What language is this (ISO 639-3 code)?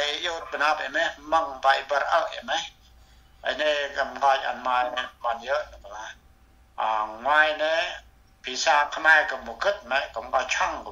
cmo